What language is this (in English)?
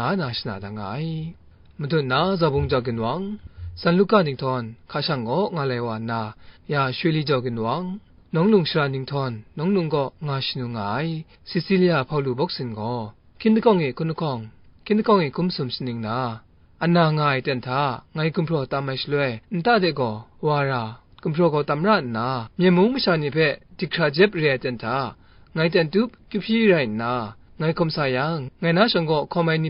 Kachin